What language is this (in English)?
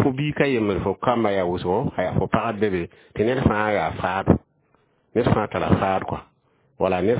Mossi